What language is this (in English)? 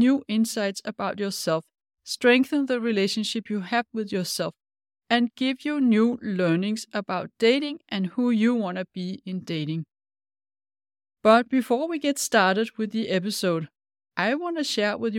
English